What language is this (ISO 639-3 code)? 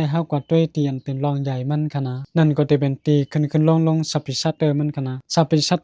shn